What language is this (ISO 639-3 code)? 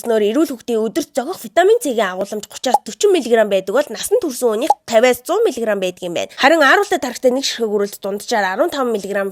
mon